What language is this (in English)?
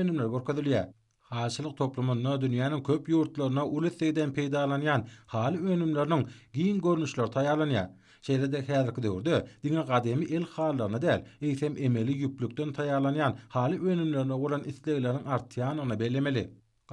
Turkmen